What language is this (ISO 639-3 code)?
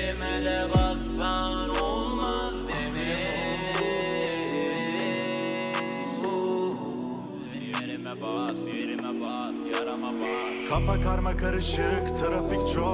tur